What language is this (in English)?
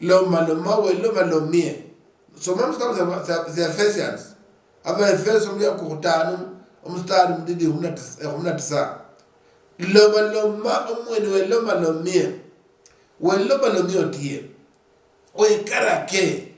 Luyia